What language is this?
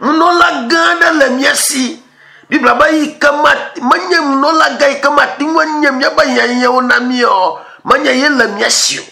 Ewe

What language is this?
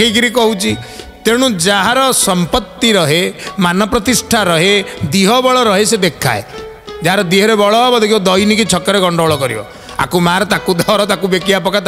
Odia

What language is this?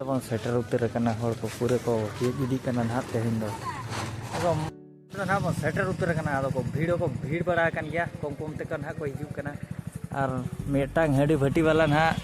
Santali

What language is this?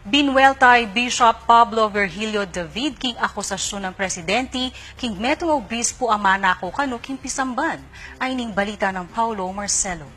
Pampanga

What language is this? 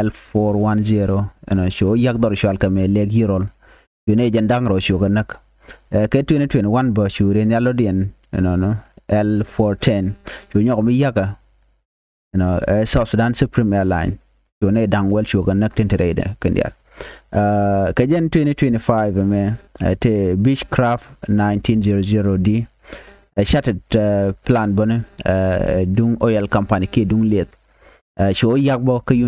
Nuer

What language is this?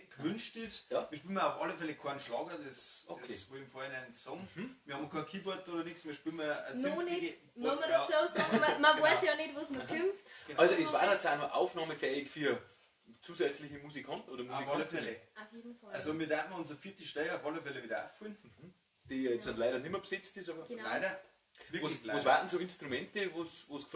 Bavarian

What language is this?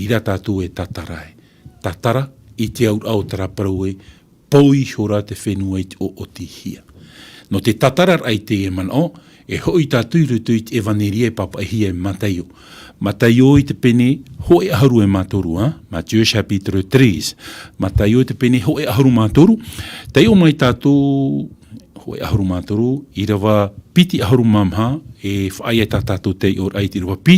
Tahitian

